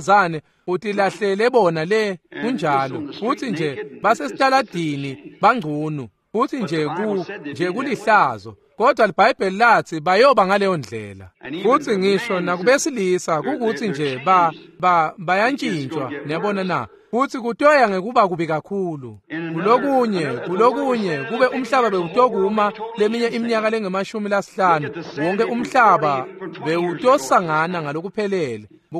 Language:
Swati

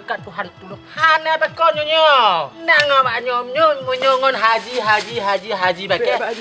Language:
Achinese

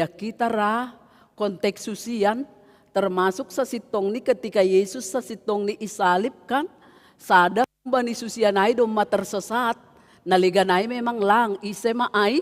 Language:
Batak Simalungun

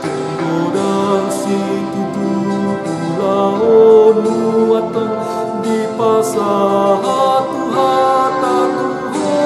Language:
Batak Toba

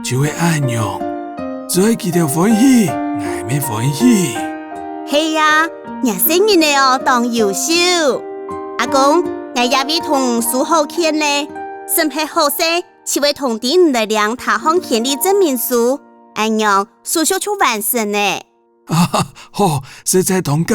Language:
Hakka Chinese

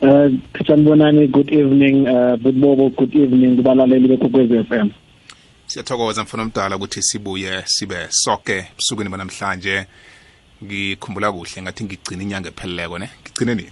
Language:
South Ndebele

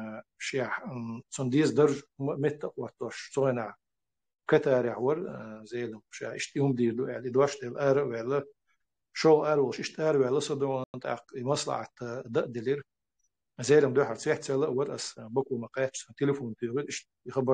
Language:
Chechen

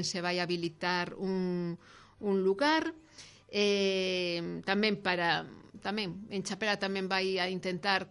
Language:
Galician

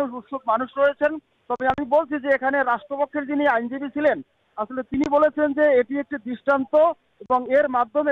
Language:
Bangla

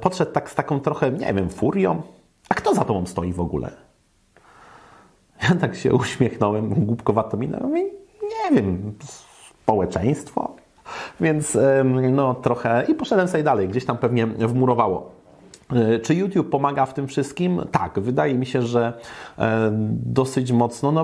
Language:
Polish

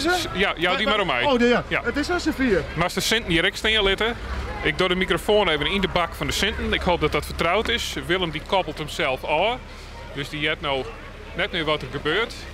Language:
Western Frisian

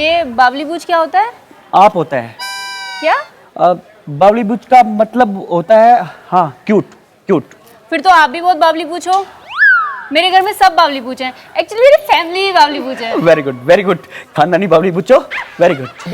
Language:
Haryanvi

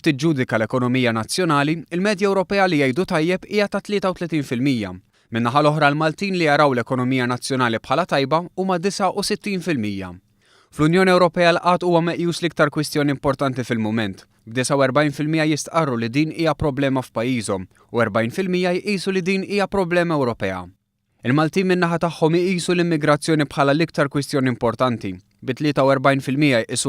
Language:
Maltese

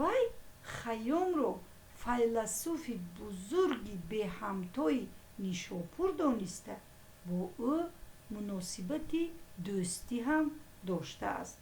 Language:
Tajik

